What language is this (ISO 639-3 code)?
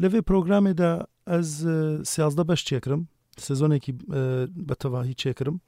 kur